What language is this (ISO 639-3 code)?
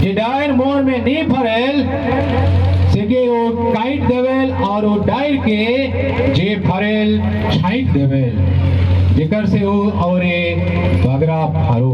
sck